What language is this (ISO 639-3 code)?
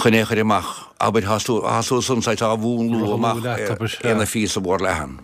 gle